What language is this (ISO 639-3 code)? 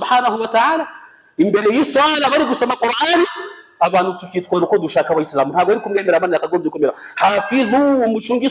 kin